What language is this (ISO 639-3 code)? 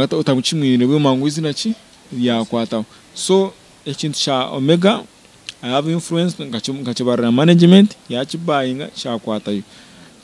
nyn